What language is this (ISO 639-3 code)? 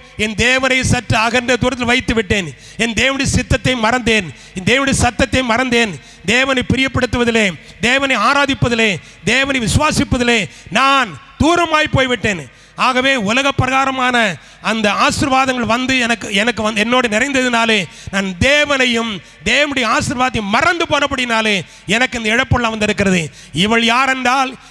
tam